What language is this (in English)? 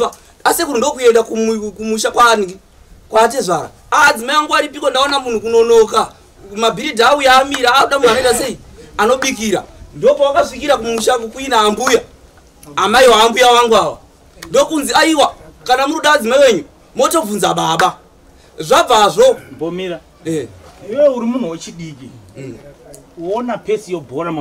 Shona